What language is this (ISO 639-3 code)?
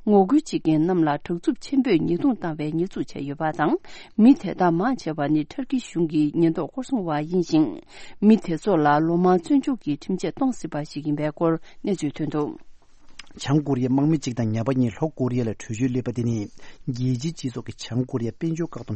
bod